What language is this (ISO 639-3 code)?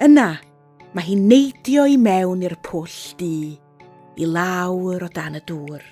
cym